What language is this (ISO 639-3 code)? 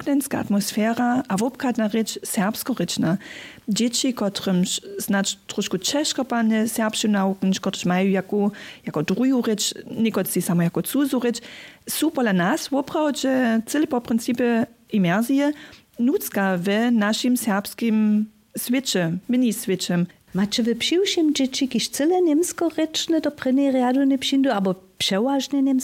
hsb